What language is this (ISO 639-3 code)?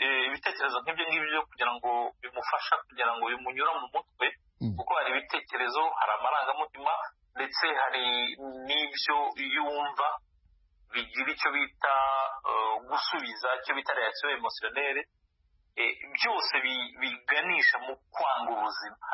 kin